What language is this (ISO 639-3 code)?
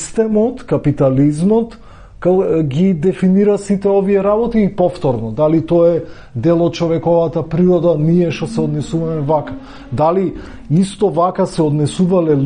mkd